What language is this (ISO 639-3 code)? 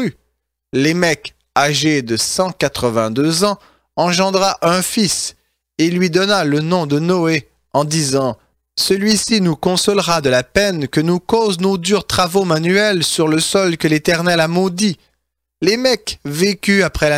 fra